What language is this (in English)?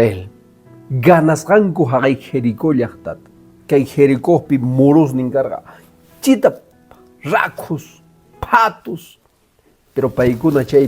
Quechua